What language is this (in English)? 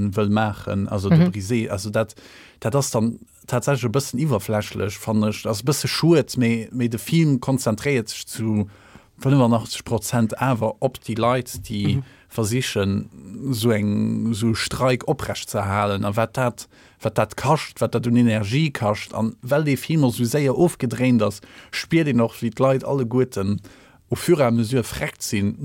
Luxembourgish